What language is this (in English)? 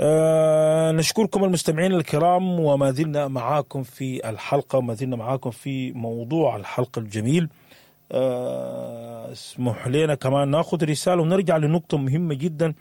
Sudanese Arabic